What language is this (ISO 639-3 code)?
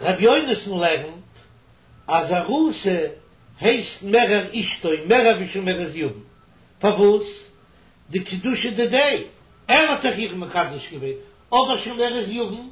yid